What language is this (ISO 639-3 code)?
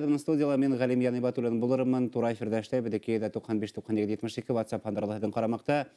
bak